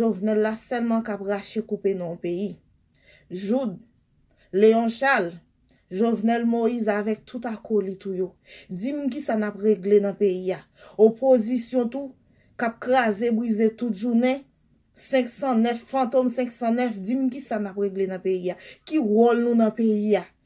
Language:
Haitian Creole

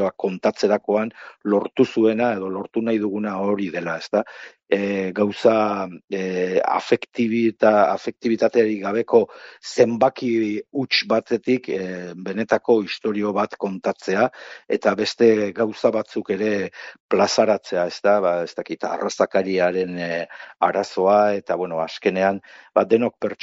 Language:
Basque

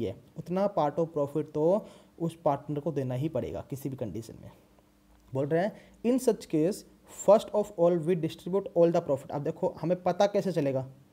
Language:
Hindi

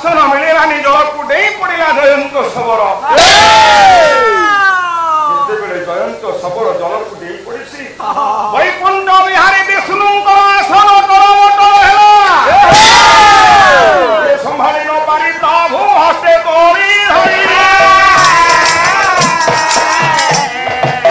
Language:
Odia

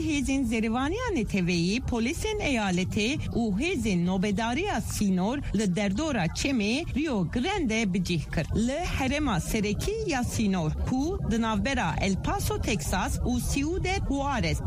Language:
Kurdish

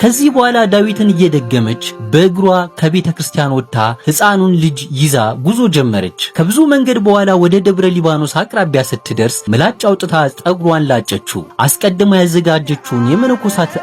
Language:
Amharic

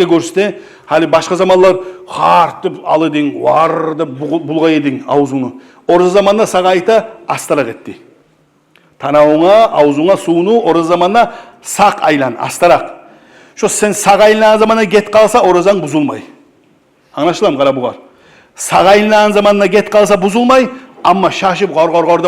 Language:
Kumyk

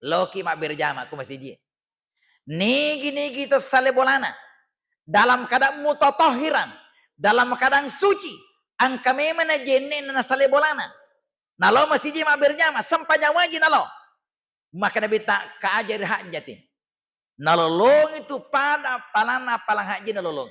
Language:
Buginese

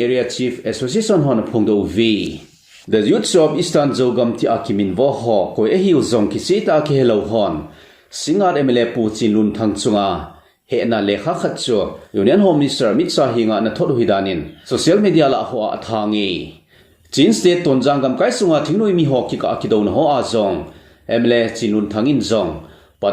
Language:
Thado Chin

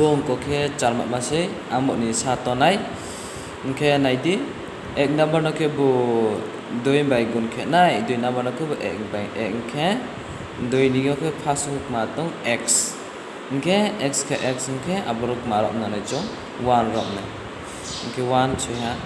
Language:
Riang (India)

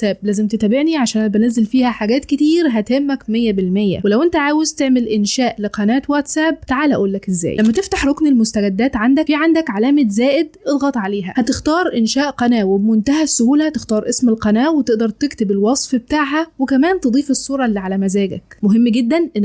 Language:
Egyptian Arabic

